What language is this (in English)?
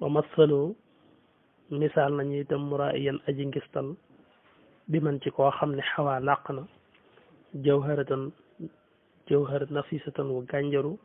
Wolof